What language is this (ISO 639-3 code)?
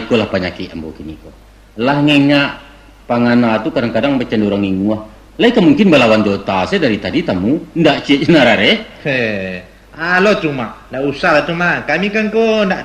min